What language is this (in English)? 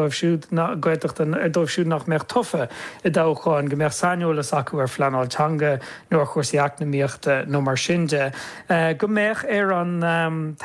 Irish